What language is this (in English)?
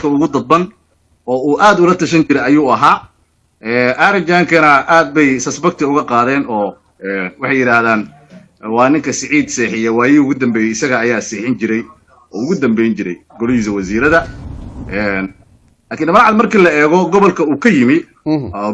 Somali